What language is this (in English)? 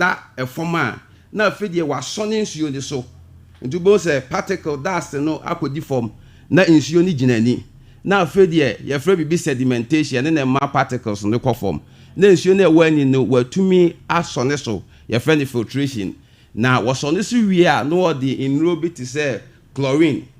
Akan